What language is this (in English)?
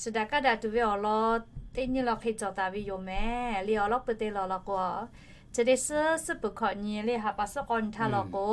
Lahu